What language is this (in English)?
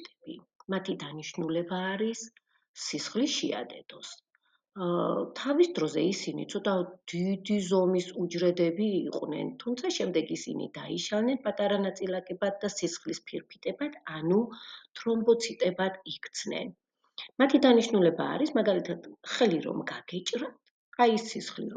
Georgian